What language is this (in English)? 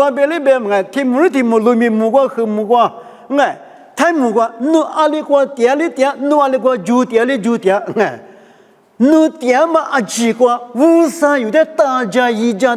Lisu